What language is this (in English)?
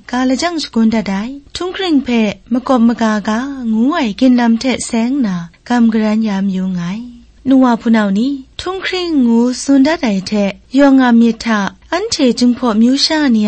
Kachin